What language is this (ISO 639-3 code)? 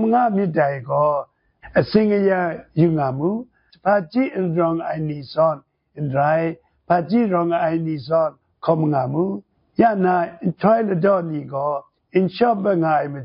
kac